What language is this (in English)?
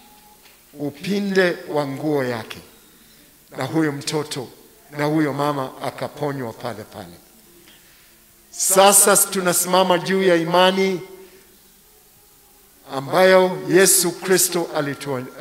Swahili